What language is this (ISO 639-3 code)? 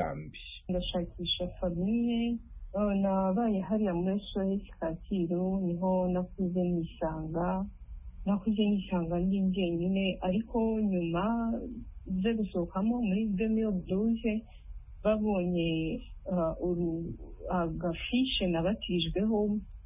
kin